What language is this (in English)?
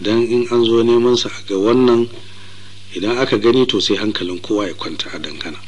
Hausa